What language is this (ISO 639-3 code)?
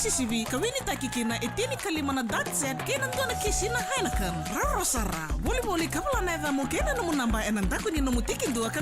fij